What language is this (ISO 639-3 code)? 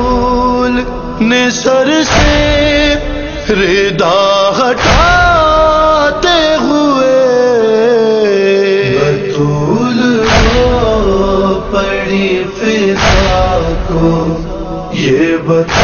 urd